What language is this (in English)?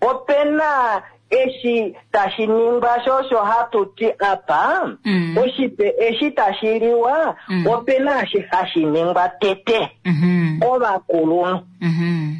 Kuanyama